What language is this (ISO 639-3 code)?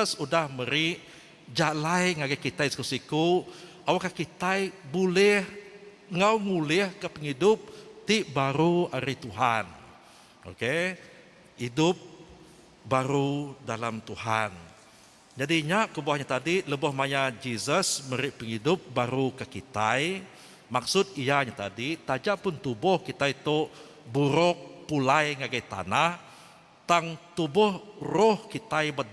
iba